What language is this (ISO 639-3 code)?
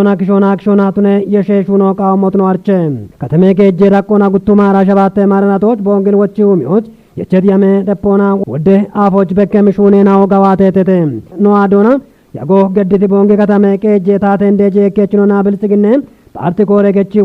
kbr